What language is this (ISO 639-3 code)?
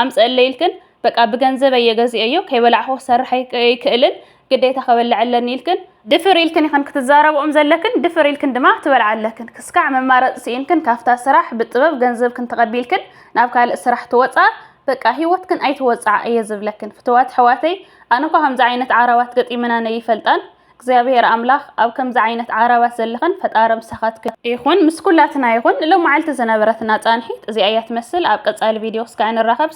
tir